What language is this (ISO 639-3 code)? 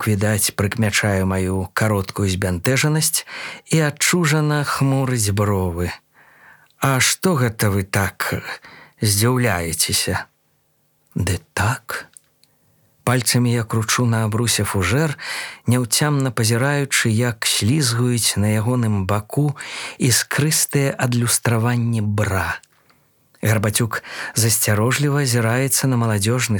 bel